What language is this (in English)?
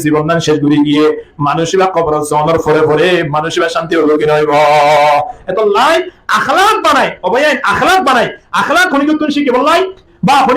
Rohingya